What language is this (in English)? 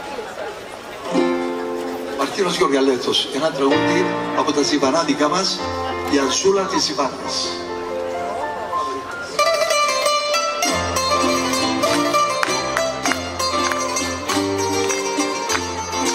Greek